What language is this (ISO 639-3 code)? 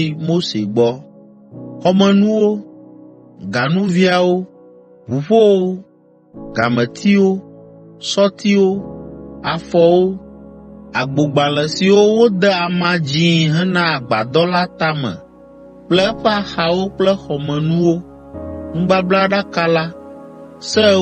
ewe